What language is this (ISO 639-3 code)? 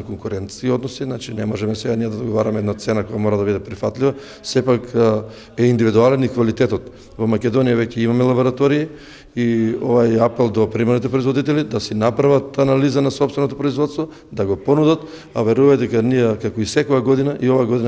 mkd